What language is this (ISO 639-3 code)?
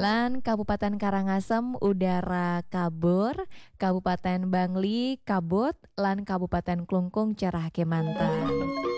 ban